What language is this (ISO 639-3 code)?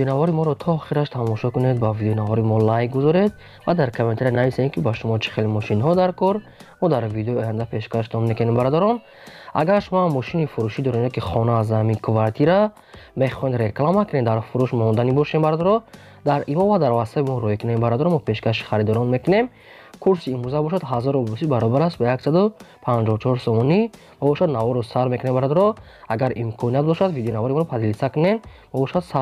tgk